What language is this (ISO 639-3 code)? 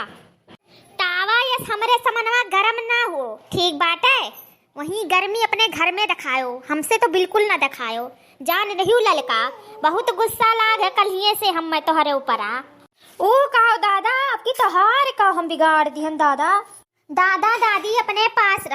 awa